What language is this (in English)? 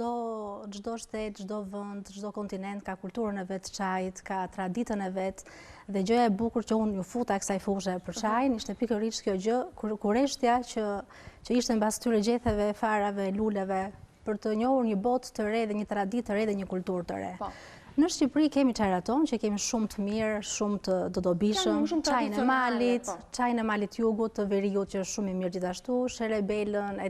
Albanian